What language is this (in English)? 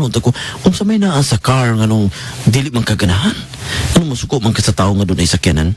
Cebuano